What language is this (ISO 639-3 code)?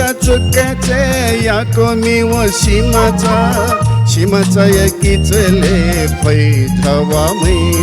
new